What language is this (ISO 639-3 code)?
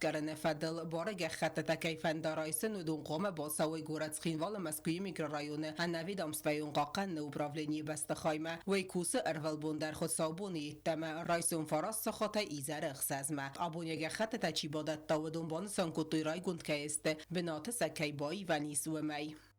oss